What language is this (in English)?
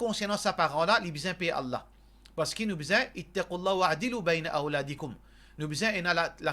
Morisyen